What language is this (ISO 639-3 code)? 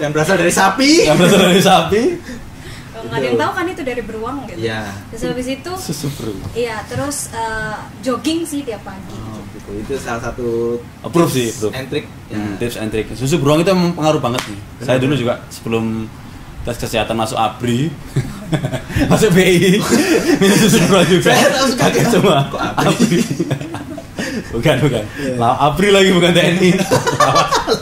ind